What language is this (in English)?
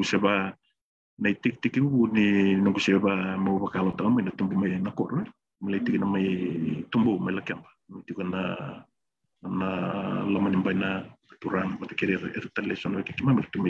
Fijian